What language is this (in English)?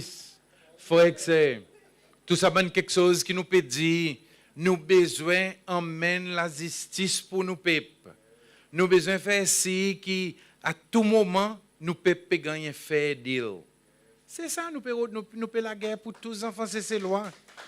Seselwa Creole French